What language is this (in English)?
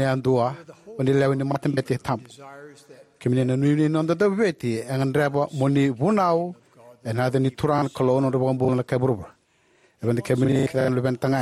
Fijian